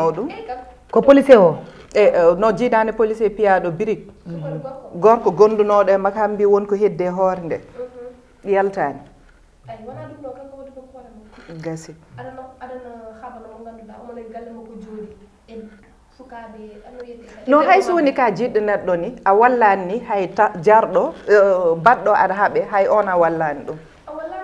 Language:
Fula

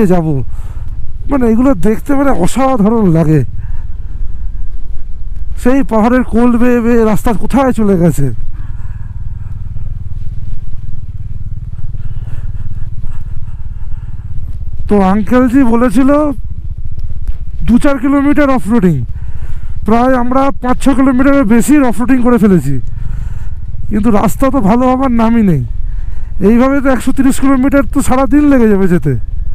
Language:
Bangla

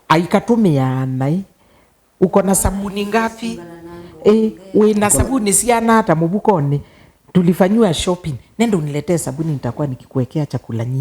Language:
Kamba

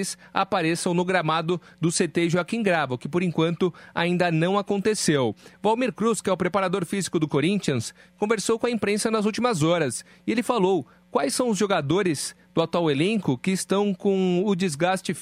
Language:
Portuguese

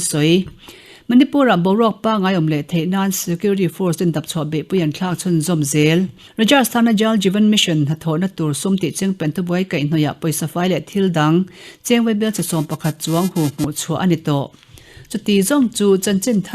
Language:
Mizo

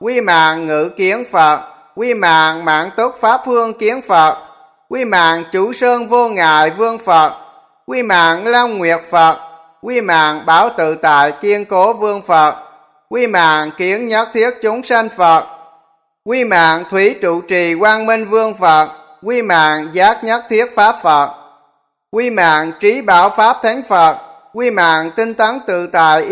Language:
Vietnamese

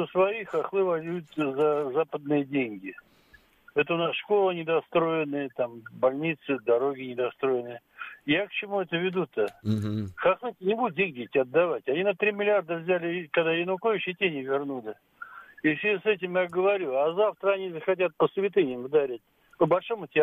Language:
Russian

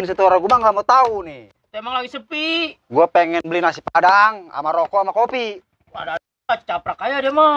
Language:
Betawi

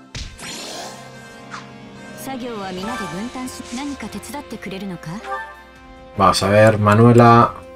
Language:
Spanish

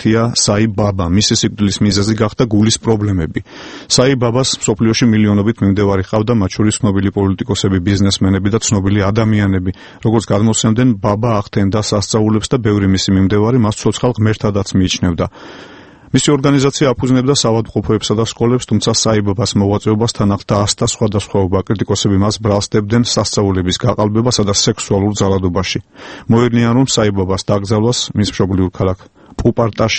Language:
Georgian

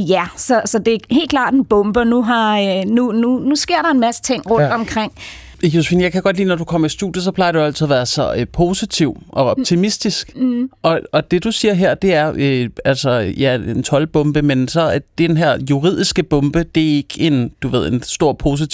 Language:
Danish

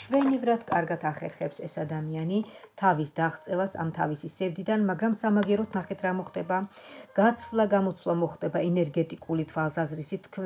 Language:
Georgian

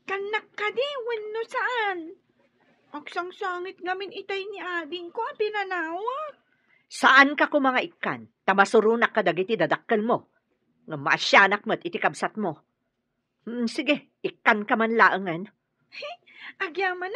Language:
Iloko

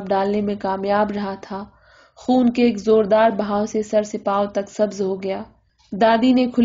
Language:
Urdu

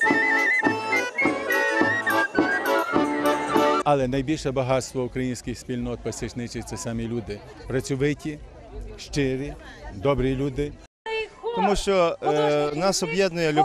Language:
Ukrainian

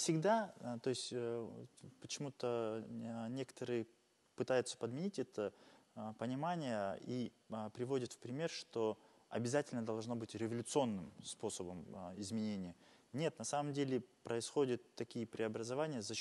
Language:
Russian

